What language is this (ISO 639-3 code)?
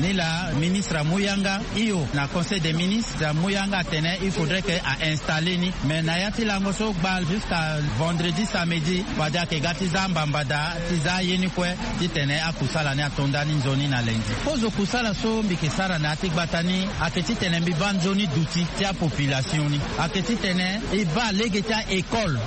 sag